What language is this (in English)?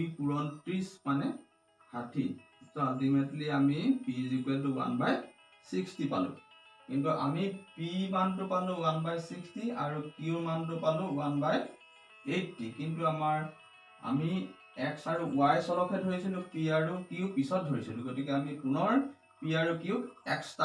Assamese